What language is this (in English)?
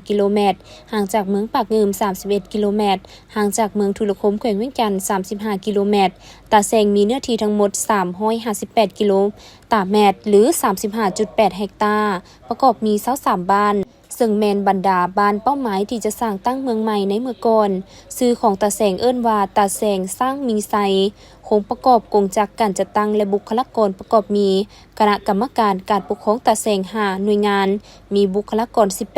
Lao